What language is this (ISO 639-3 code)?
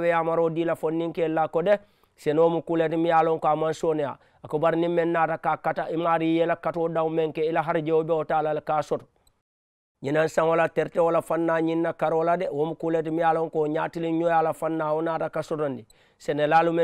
man